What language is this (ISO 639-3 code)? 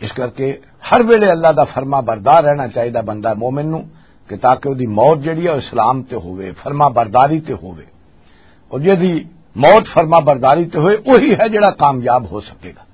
lah